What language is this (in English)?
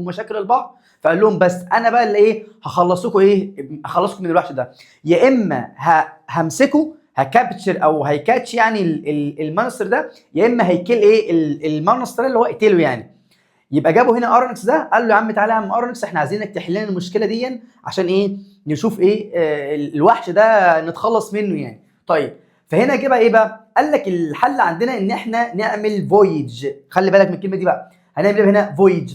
Egyptian Arabic